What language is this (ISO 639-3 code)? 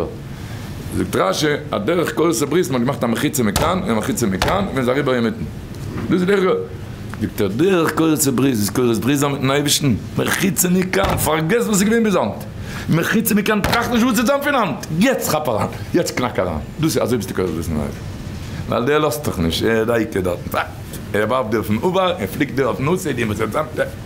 yid